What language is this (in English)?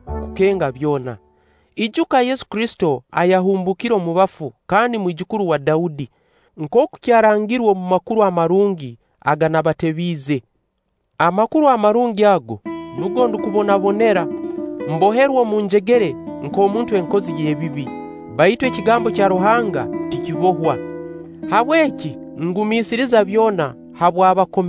Nyoro